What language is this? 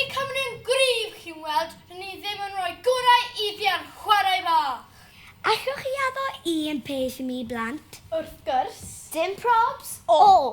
Welsh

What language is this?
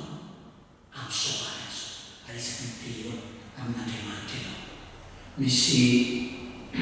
Malagasy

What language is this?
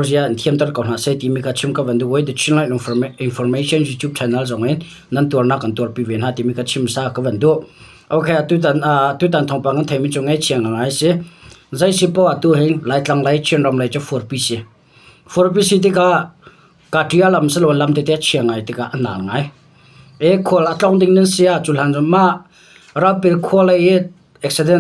Hakha Chin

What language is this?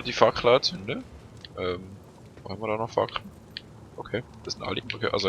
Swiss German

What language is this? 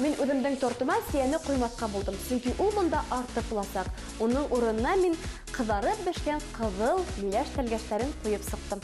Bashkir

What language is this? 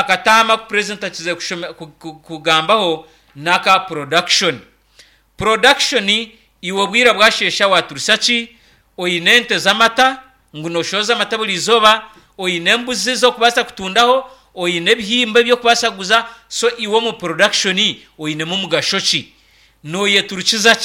Nyankole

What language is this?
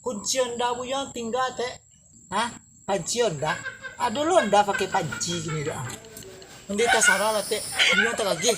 Minangkabau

